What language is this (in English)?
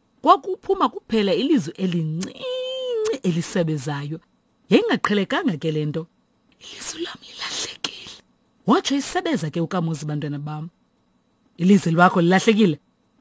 Xhosa